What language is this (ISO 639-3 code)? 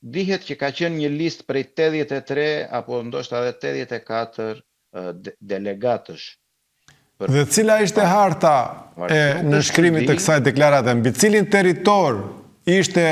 sqi